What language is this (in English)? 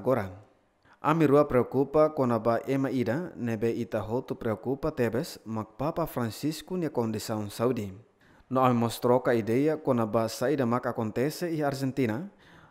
Tetum